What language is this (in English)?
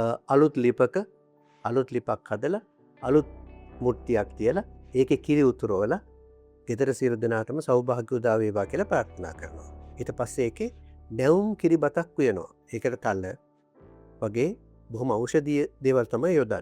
Sinhala